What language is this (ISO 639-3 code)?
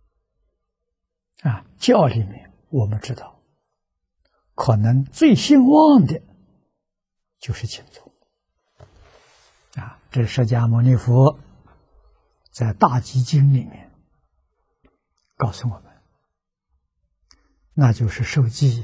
zho